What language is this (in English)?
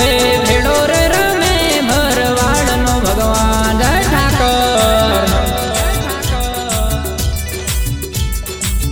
Gujarati